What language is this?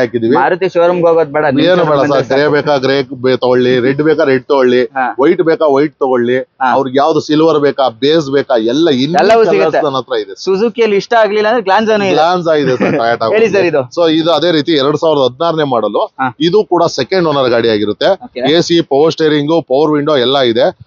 Kannada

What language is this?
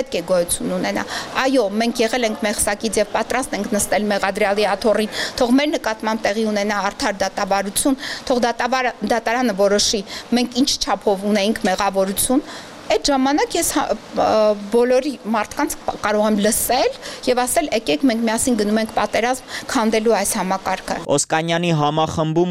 Armenian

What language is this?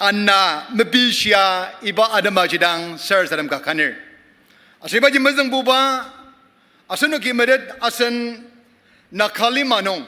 Ao Naga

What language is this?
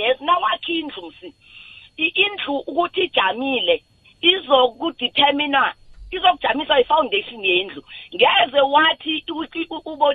South Ndebele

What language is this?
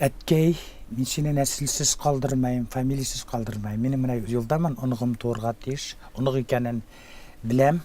Tatar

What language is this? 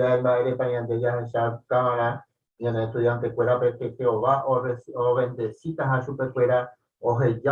Guarani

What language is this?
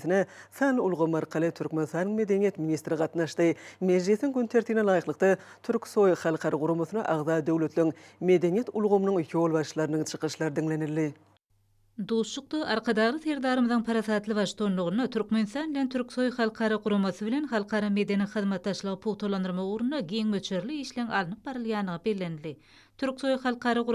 Turkmen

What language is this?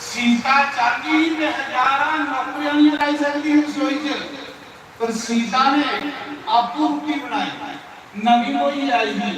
Dogri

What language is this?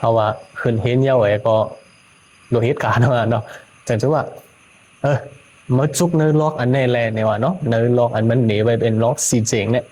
Shan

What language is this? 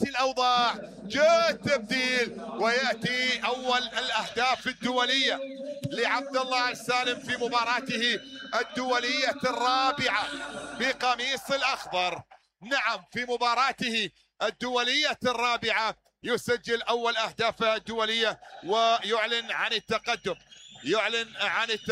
Mesopotamian Arabic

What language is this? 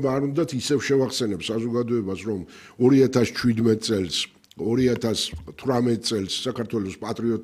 Georgian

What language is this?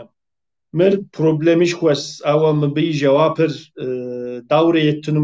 Kabardian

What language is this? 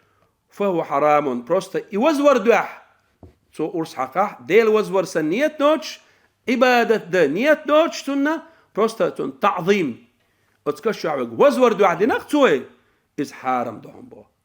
Chechen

